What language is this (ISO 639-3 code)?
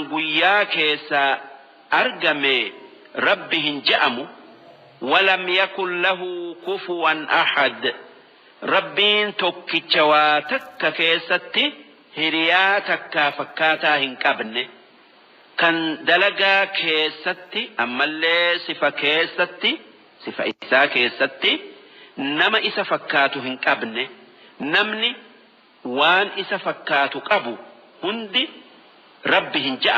orm